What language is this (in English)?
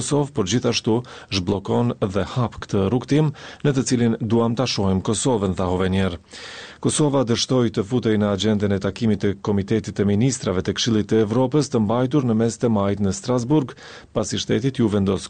Albanian